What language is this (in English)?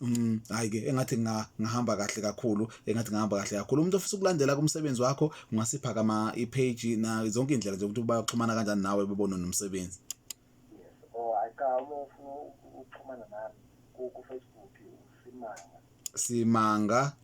Zulu